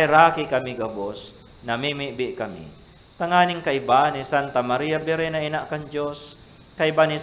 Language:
Bikol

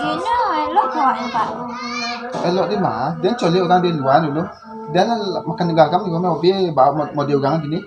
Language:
Minangkabau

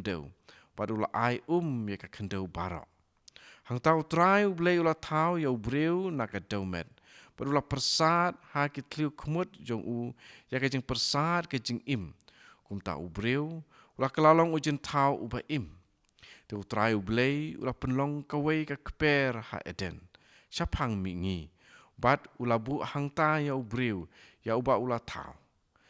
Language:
Khasi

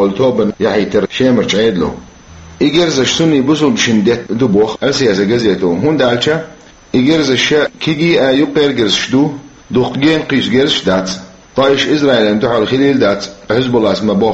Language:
Chechen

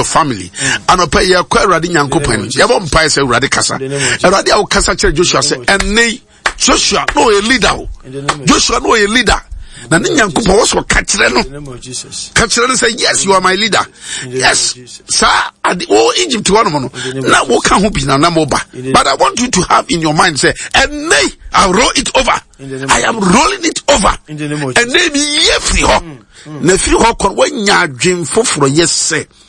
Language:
Akan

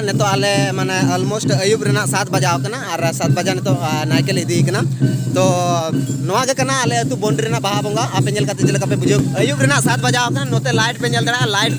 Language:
Santali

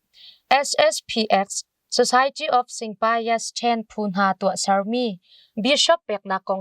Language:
Hakha Chin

